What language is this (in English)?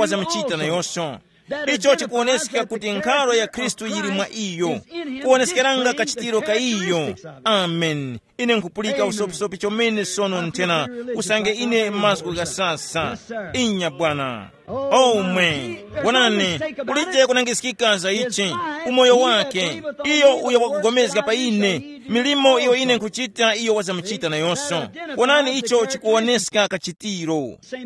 Tumbuka